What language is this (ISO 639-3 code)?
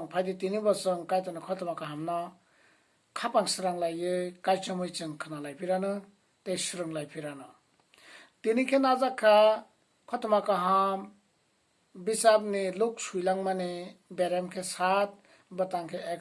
trp